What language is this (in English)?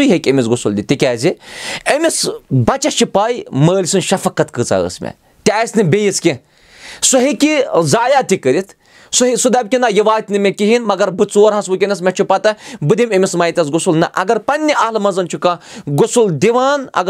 Kashmiri